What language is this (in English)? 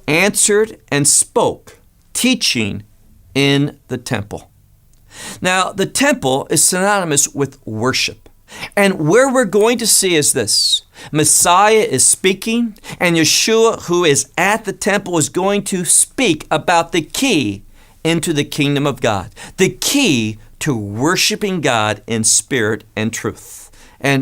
English